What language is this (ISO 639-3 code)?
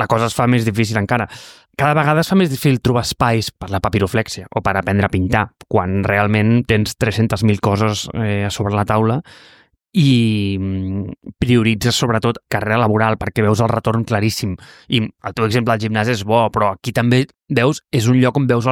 cat